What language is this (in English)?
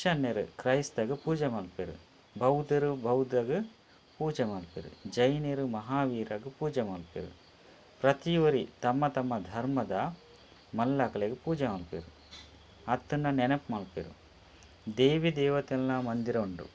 Tulu